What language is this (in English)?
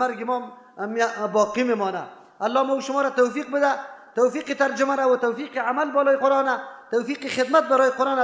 Persian